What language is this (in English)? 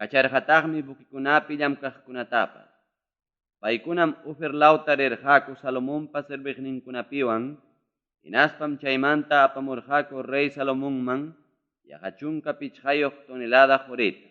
Ayacucho Quechua